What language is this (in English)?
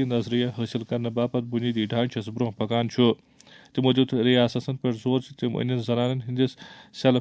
Kashmiri